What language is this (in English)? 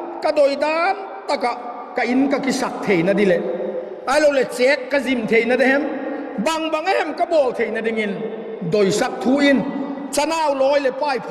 Vaiphei